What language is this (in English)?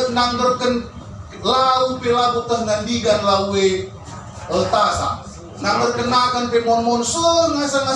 Batak Karo